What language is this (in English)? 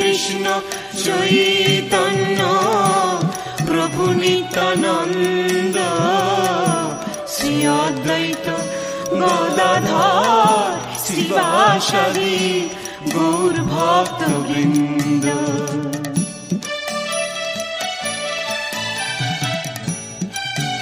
Bangla